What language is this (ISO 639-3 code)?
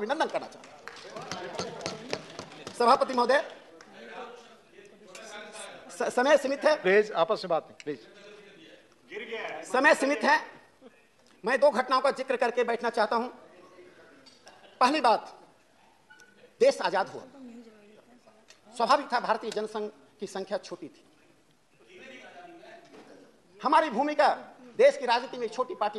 hin